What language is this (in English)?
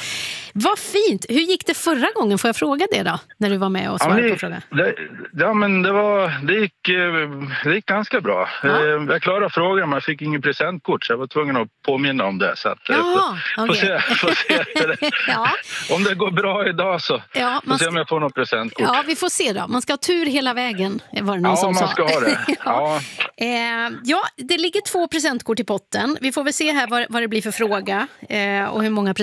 Swedish